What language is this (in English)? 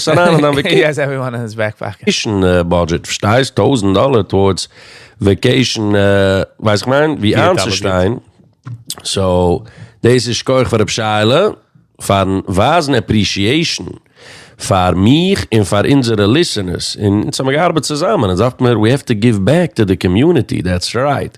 Yiddish